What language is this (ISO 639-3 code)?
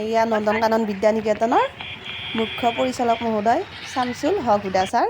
asm